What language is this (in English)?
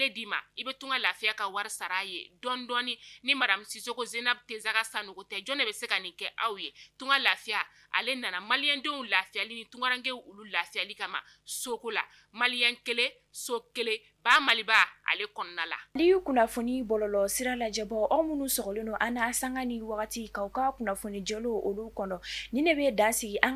Bambara